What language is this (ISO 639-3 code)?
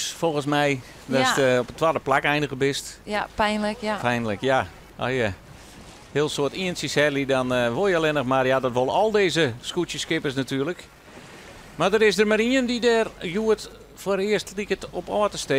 fry